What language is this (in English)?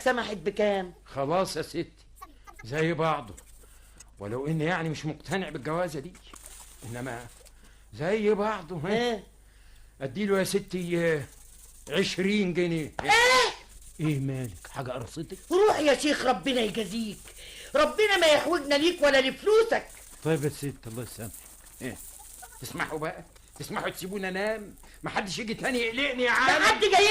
Egyptian Arabic